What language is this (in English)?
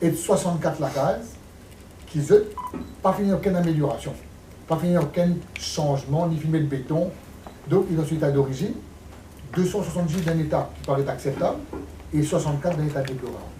Morisyen